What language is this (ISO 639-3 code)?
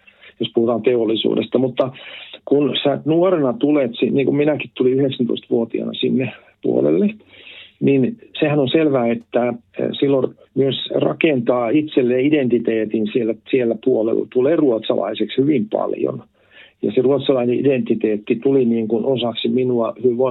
fin